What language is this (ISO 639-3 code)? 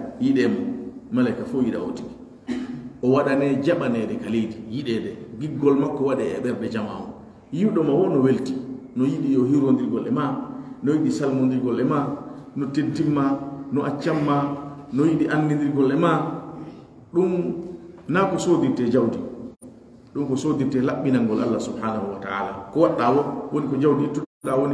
fuf